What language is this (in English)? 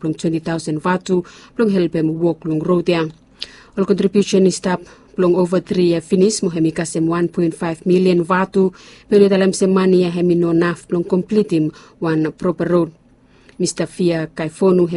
Bislama